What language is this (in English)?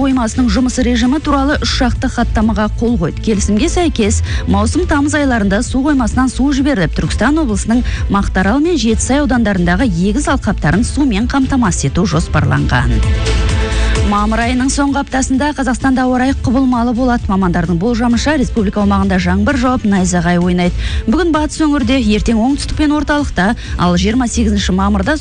Kazakh